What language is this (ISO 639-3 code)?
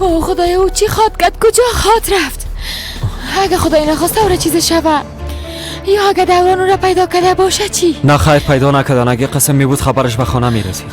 fas